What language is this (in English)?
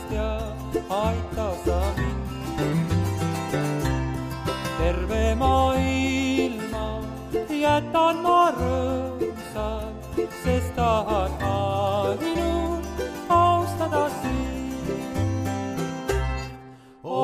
Estonian